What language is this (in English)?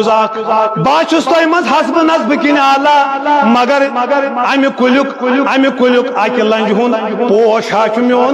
Kashmiri